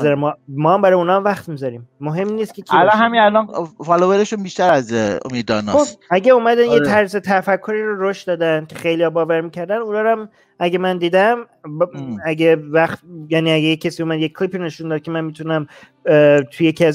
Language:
Persian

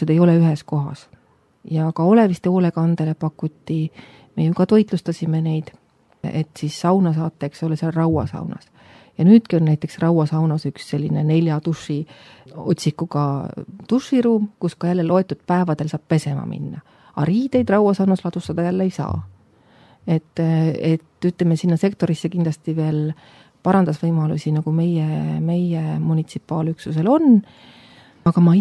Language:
Estonian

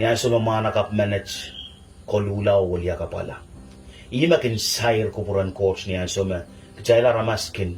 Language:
Pohnpeian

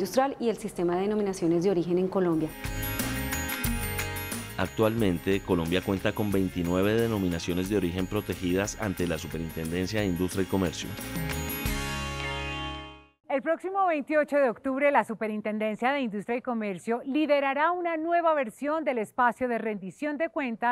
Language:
Spanish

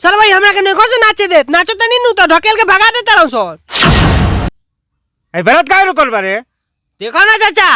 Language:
Bhojpuri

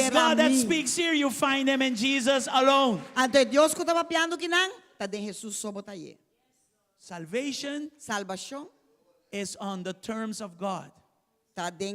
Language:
Papiamento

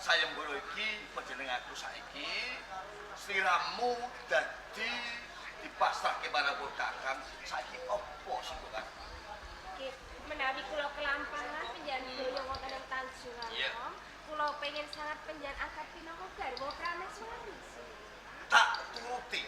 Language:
Javanese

